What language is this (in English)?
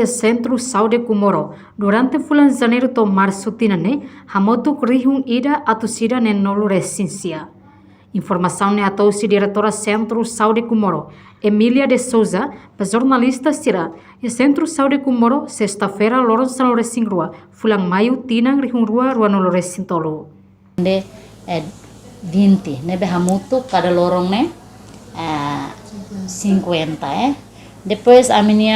Tetum